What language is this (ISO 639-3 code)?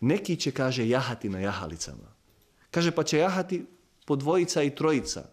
bos